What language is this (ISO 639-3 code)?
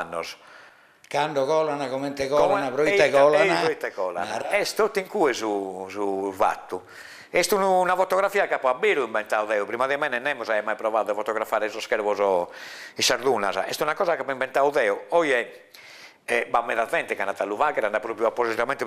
srd